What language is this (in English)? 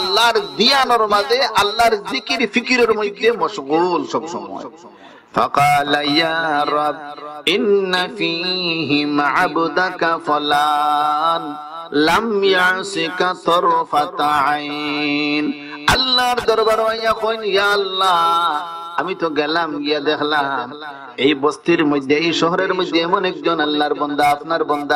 Sylheti